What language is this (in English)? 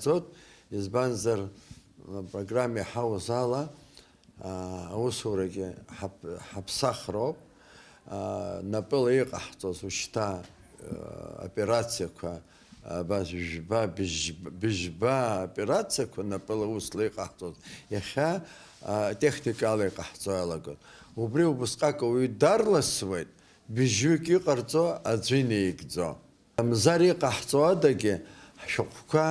Abkhazian